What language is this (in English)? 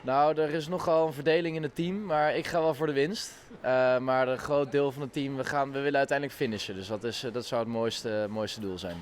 Western Frisian